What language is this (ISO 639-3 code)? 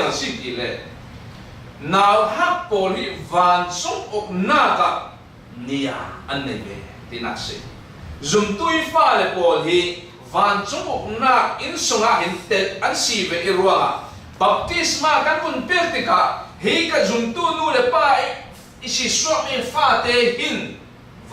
cfm